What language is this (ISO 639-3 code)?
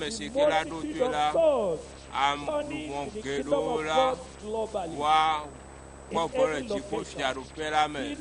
ewe